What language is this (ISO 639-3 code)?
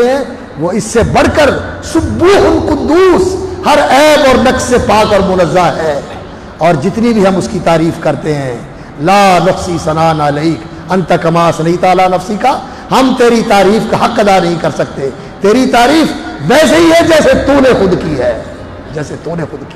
urd